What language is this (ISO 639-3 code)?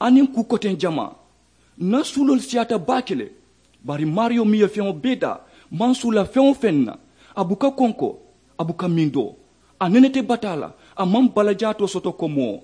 man